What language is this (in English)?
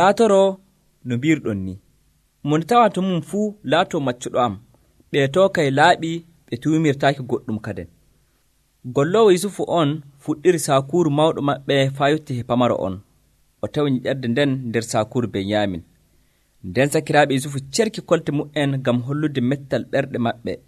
Nigerian Fulfulde